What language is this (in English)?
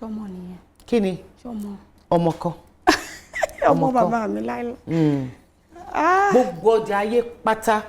Yoruba